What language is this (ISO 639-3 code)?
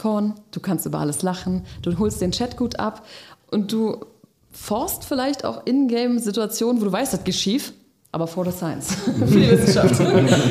deu